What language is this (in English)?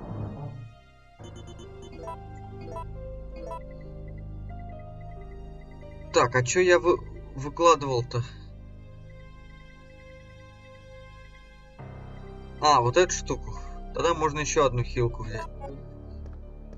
Russian